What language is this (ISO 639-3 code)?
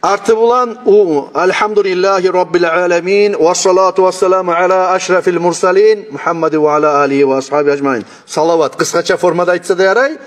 kum